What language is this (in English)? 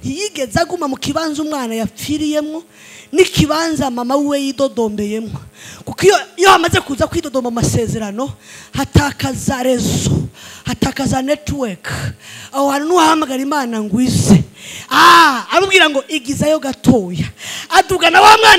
Rundi